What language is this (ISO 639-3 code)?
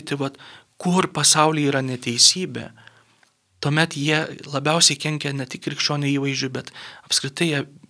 lit